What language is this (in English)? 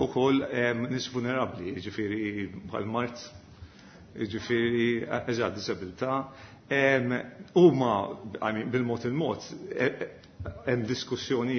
Maltese